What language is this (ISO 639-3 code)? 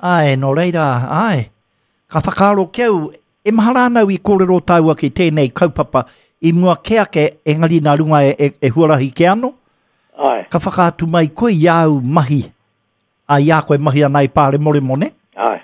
mri